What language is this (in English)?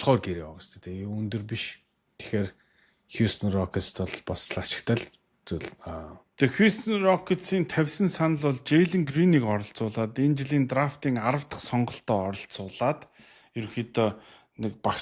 Mongolian